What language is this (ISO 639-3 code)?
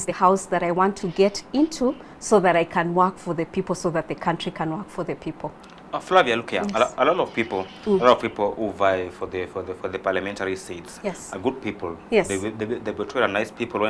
guz